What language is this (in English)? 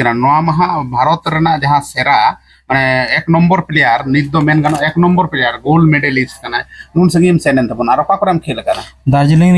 Santali